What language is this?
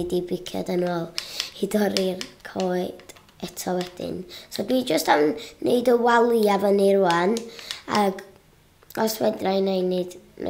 Welsh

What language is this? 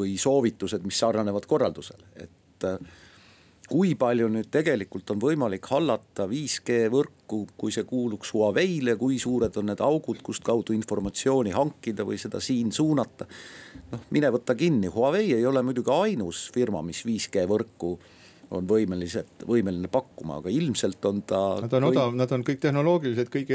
Estonian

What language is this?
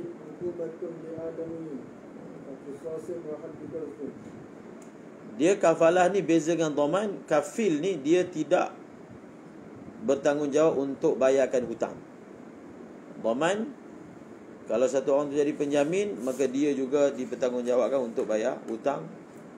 Malay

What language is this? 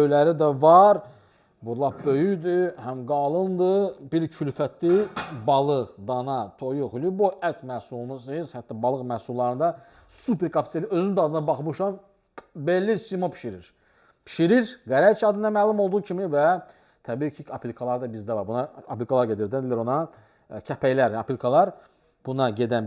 Azerbaijani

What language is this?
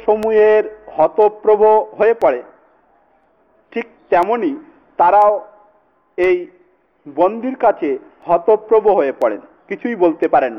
Bangla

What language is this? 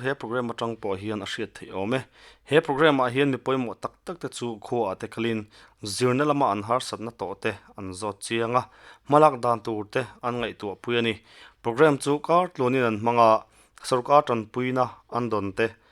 Mizo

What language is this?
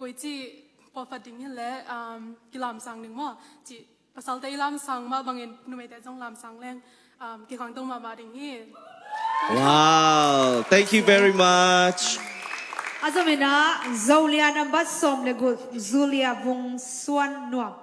Tedim Chin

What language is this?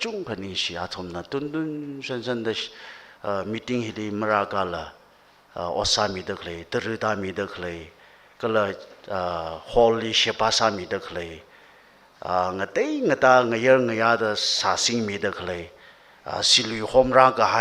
Tangkhul Naga (India)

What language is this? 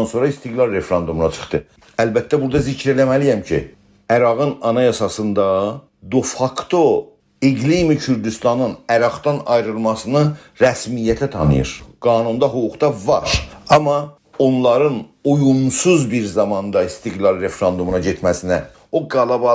South Azerbaijani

